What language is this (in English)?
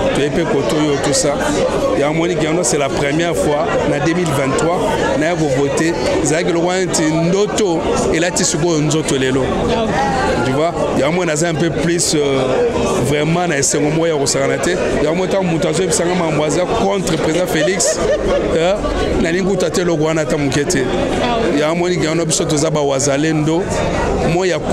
Lingala